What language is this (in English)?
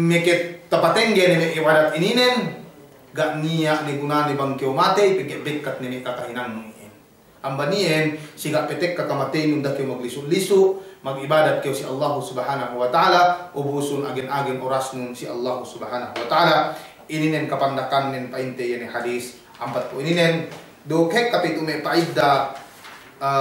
Yakan